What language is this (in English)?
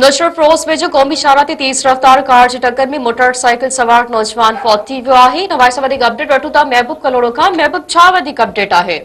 Sindhi